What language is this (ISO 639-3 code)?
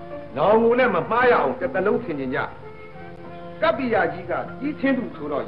mya